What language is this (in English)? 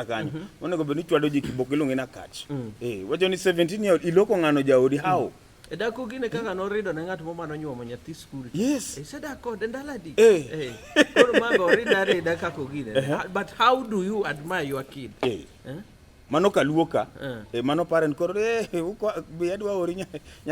Luo (Kenya and Tanzania)